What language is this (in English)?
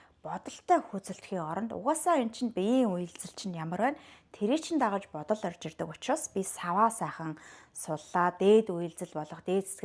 Mongolian